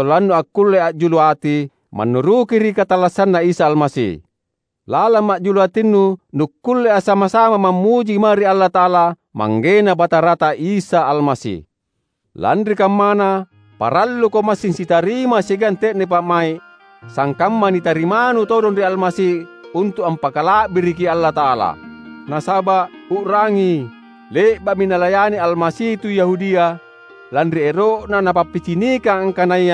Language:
Makasar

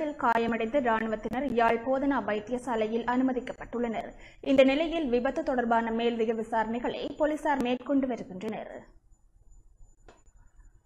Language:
Tamil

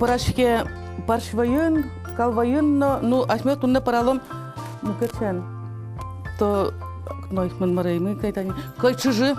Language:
Udmurt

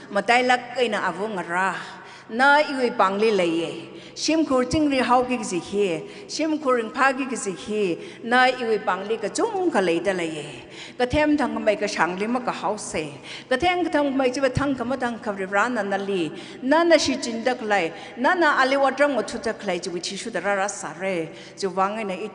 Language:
Tangkhul Naga (India)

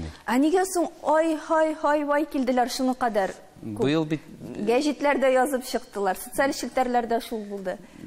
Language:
Tatar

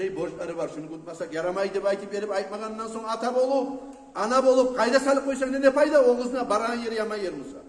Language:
Kumyk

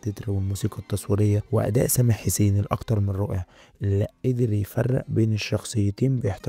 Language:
Egyptian Arabic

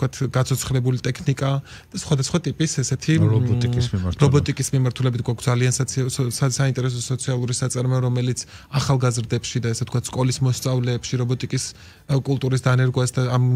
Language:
Georgian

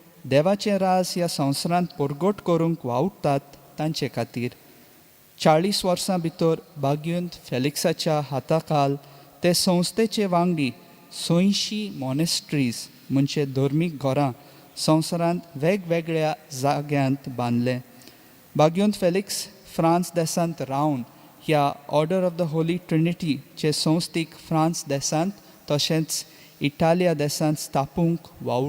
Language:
Konkani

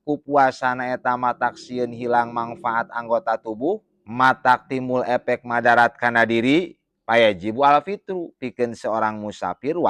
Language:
Sundanese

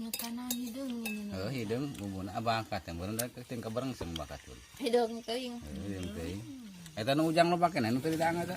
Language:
Sundanese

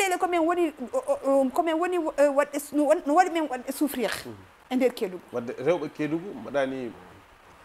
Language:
Fula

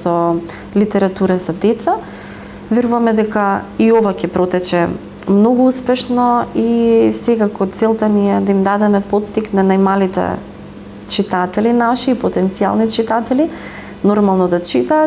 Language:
Macedonian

